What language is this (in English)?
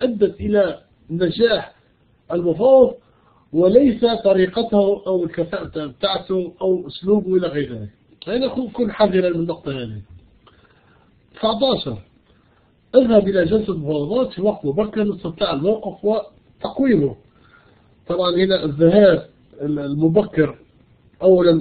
Arabic